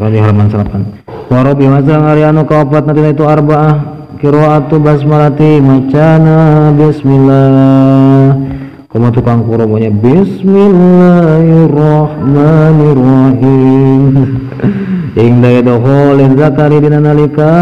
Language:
Sundanese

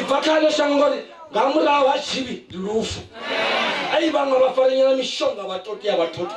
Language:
Venda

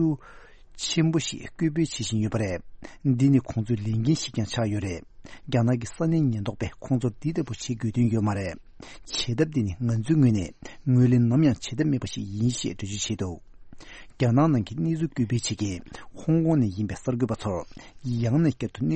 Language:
Tibetan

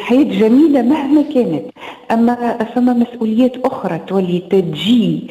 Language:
Tunisian Arabic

